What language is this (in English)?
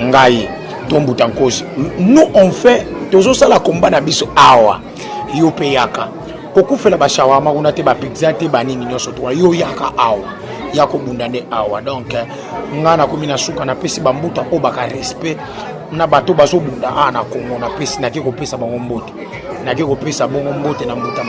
Lingala